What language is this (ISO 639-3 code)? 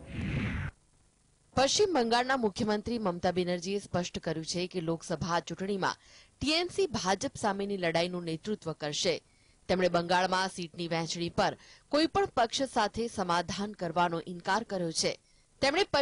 guj